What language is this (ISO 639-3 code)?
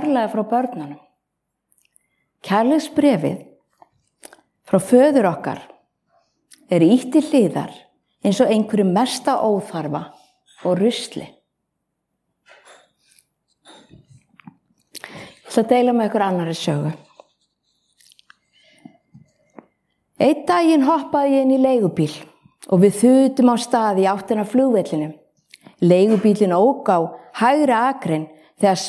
isl